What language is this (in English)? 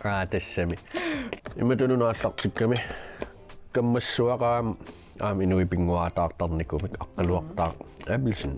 Kalaallisut